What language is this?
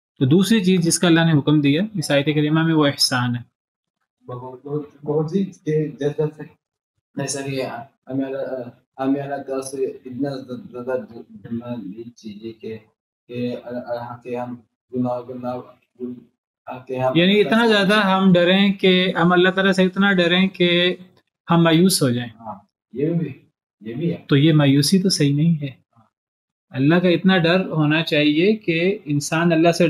Urdu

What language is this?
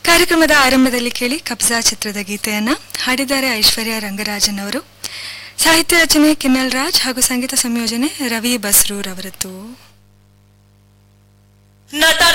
Kannada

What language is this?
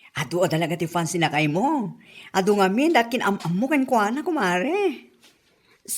Iloko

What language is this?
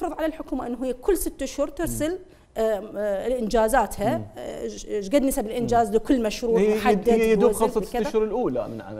Mesopotamian Arabic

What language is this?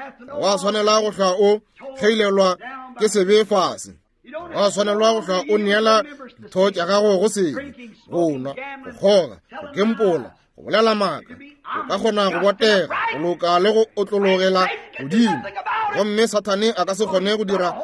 Northern Sotho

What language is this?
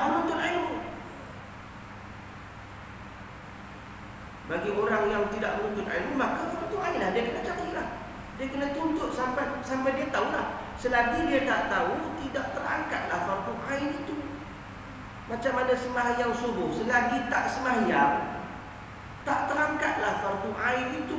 Malay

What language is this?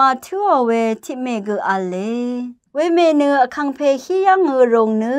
Rawang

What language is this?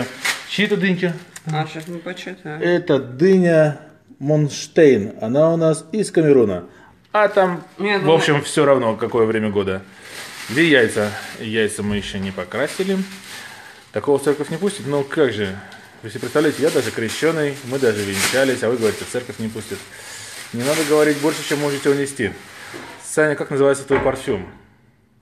Russian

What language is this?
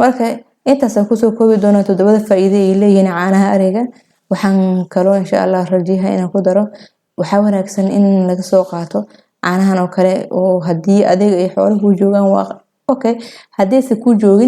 Somali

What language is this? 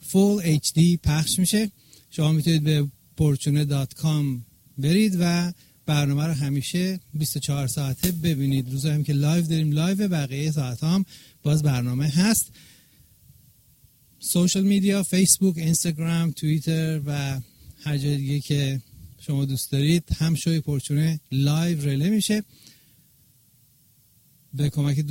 Persian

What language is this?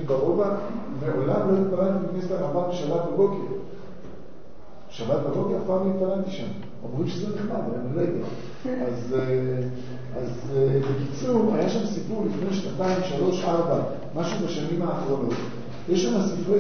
Hebrew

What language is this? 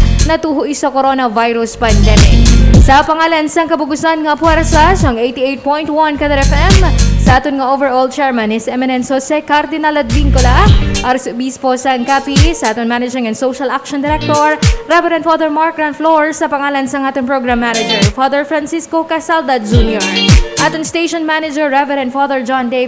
Hiligaynon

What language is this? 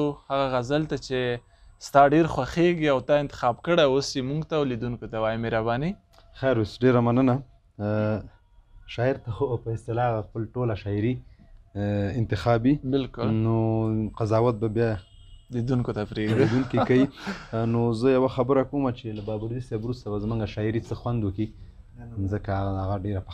Pashto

